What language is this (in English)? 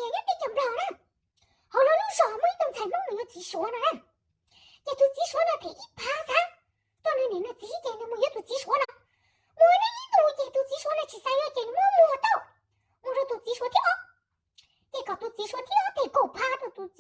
Hmong